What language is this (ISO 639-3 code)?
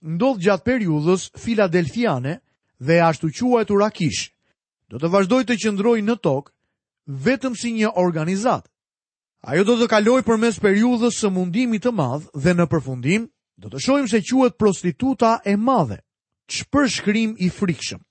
sqi